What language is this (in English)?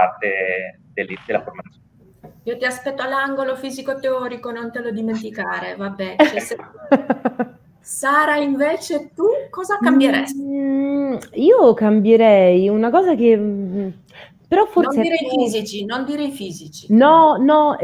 Italian